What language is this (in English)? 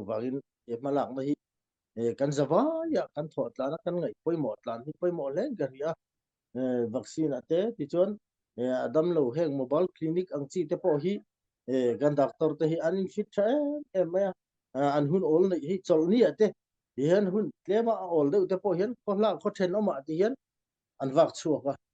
Falam Chin